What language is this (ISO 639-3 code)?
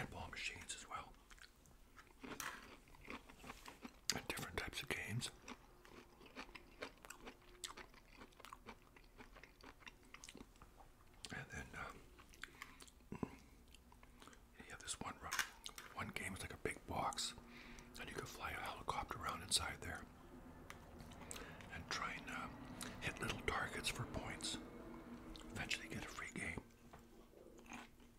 eng